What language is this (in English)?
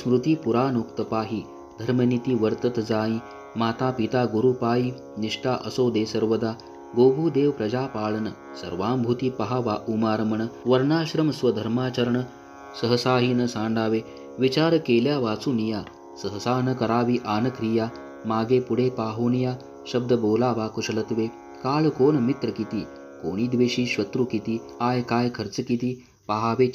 Marathi